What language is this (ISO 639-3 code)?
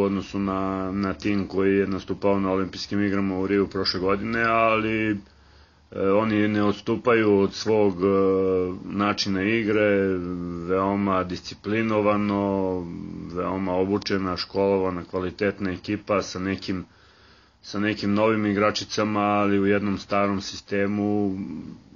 srp